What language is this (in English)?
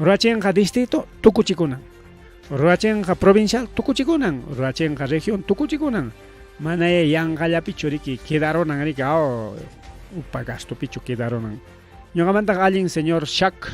Ayacucho Quechua